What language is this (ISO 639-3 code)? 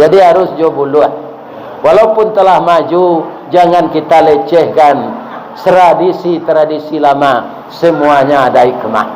min